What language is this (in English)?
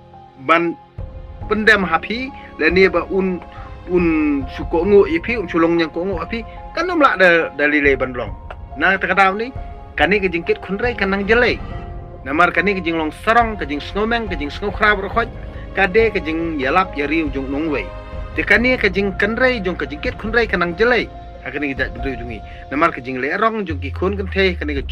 Khasi